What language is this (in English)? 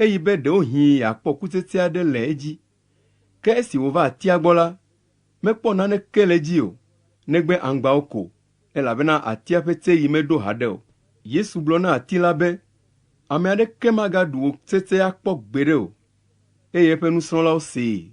Ewe